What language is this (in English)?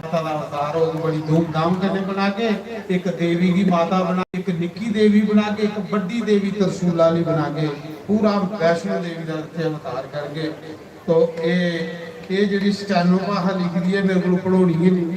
Dogri